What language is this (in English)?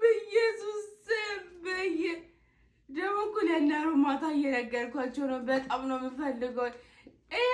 Amharic